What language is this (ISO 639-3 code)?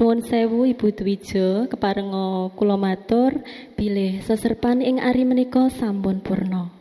jav